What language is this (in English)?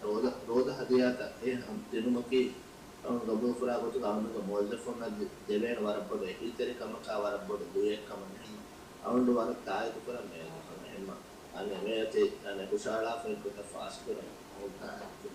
Divehi